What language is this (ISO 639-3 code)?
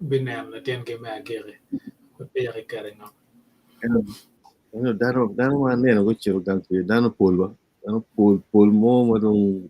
ach